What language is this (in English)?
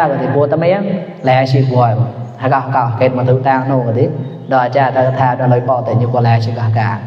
Mon